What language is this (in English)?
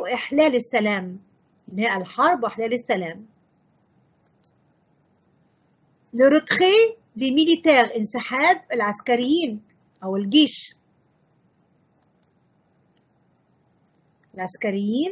French